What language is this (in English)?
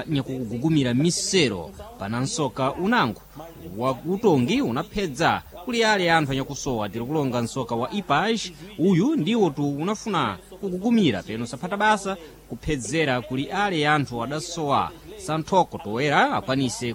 Sena